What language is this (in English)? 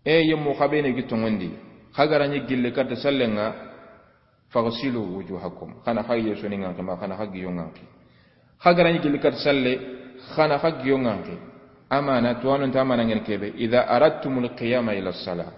Soninke